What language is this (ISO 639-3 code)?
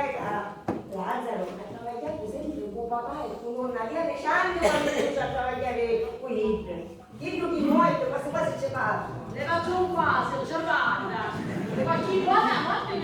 scn